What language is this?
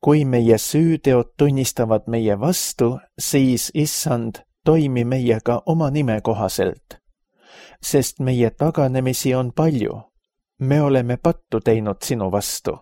Estonian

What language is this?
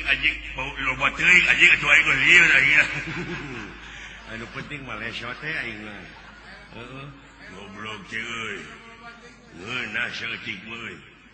Sundanese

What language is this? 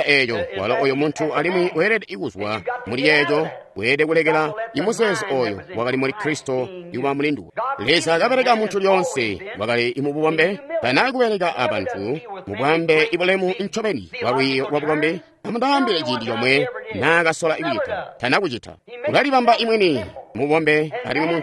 Tonga (Zambia)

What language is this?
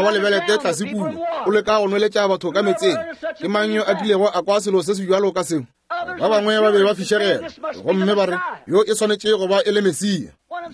Northern Sotho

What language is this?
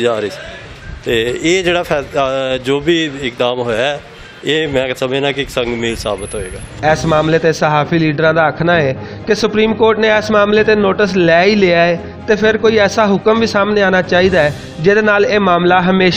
Western Panjabi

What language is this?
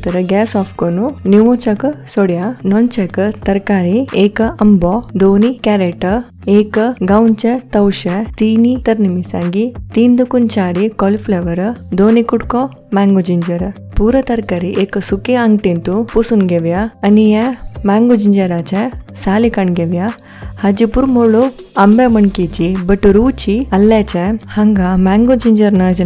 Konkani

